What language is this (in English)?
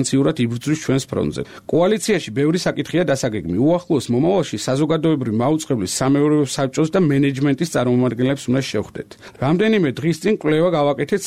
Georgian